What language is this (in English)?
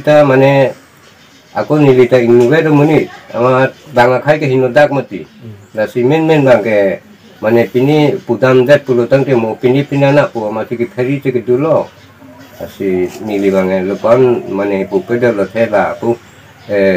Karbi